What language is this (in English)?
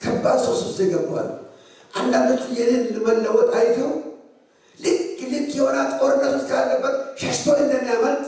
Amharic